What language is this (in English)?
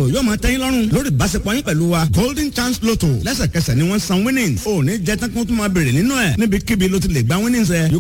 Yoruba